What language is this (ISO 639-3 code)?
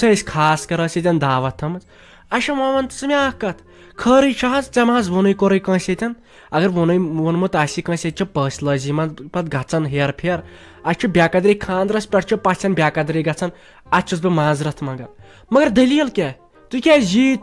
kas